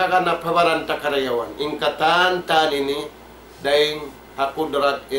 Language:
Tausug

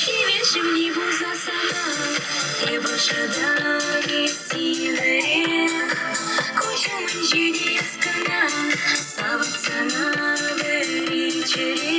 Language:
Chuvash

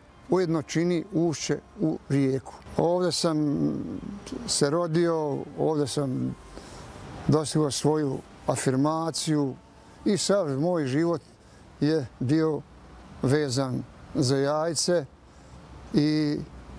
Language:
Bosnian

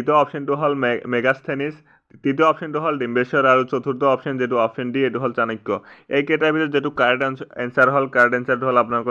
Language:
Assamese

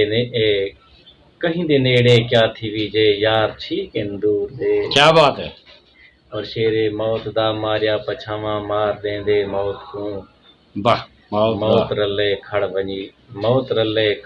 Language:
Saraiki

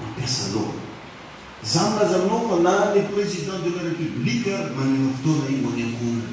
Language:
Malagasy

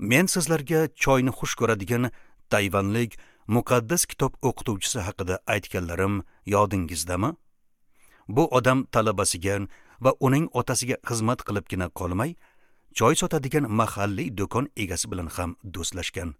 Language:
Uzbek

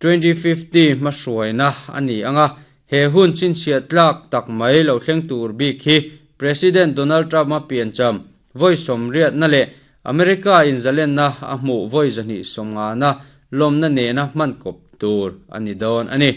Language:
Mizo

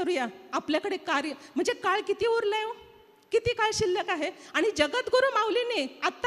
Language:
Marathi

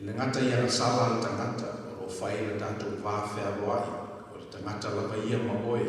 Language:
Samoan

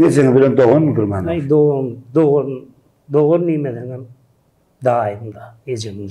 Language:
Turkmen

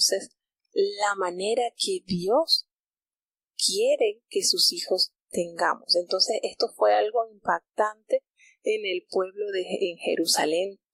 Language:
Spanish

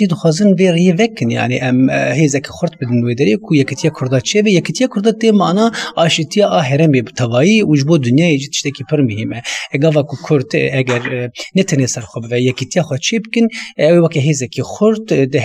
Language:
Kurdish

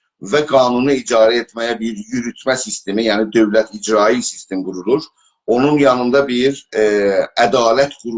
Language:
South Azerbaijani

